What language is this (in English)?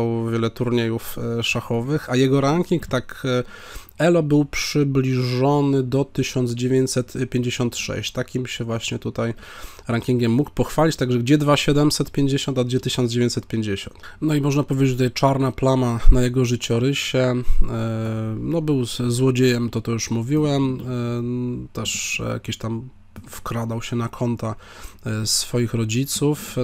Polish